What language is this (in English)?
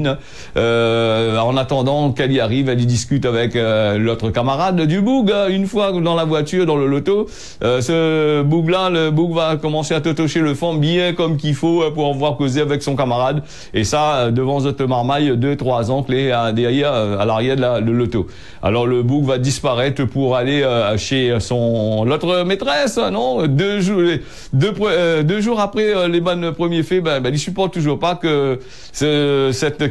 French